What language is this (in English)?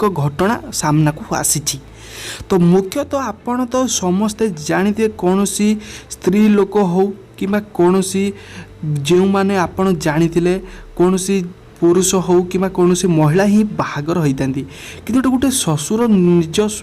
Odia